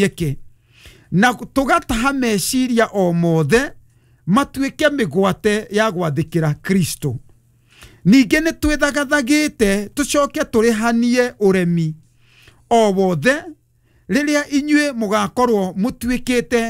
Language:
Kikuyu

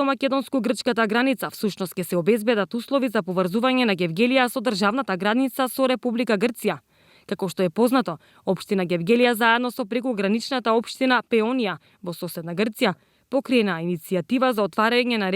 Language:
Macedonian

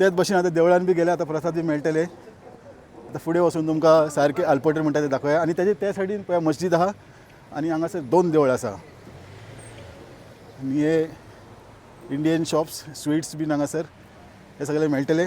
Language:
Konkani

